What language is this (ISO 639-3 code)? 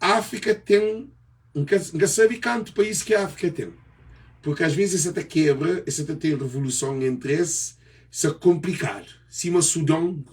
kea